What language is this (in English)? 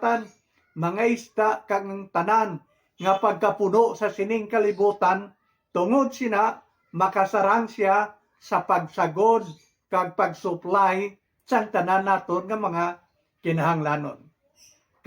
Hiligaynon